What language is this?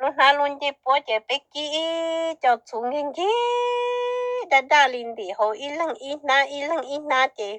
Hmong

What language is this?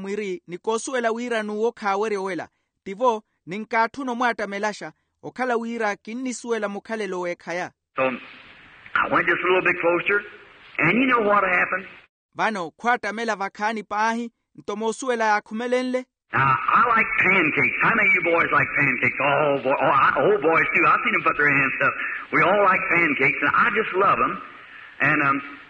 Makhuwa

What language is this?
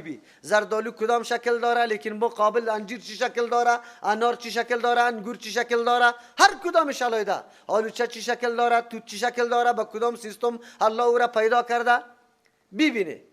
Persian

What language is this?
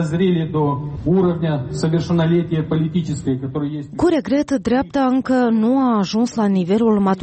Romanian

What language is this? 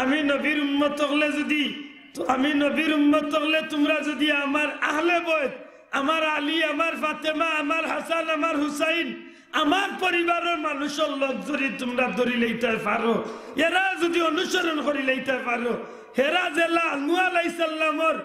Sylheti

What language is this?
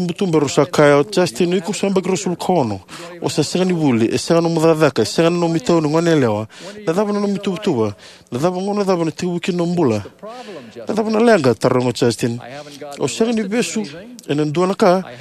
Fijian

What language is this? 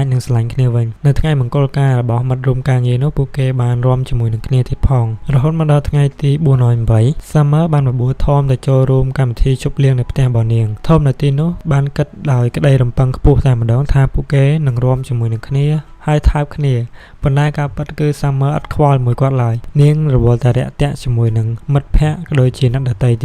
Khmer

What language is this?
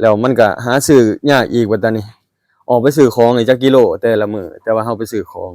Lao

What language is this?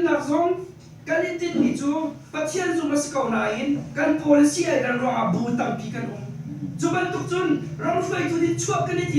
Hakha Chin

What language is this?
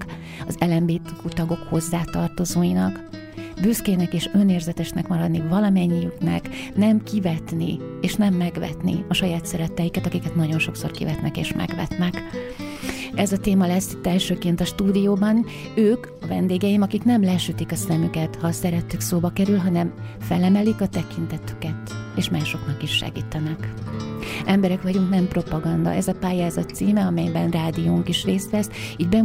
Hungarian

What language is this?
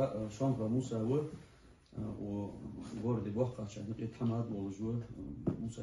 Ingush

